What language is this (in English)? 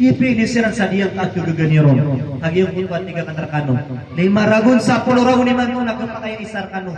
Maranao